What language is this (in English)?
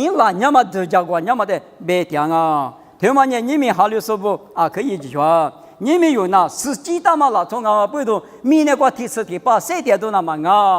Lisu